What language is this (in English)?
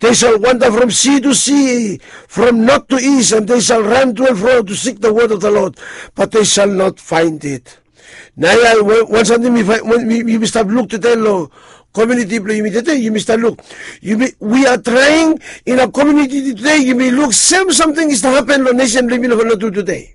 Bislama